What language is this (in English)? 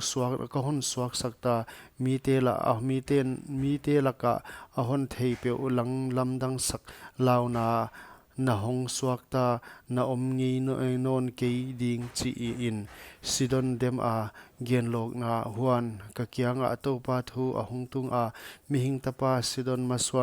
Paite Chin